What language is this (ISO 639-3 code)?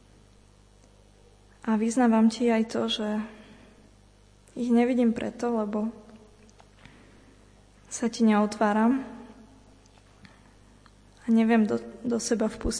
slk